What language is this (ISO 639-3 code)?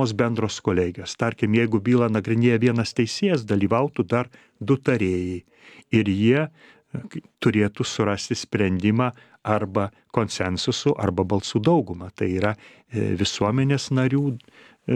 lit